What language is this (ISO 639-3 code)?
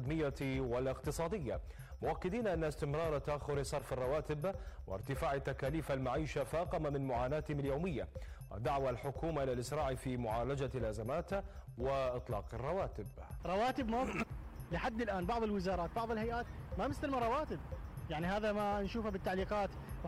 acm